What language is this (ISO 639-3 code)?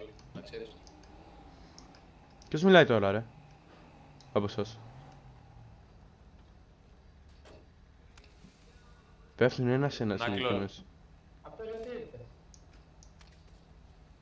ell